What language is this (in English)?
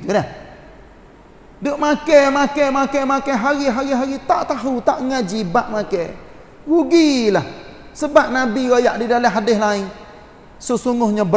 Malay